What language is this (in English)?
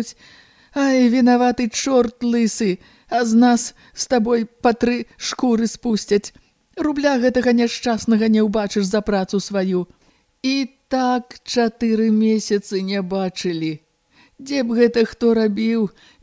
Belarusian